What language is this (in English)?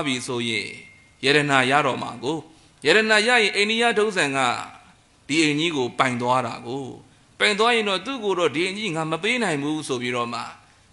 Burmese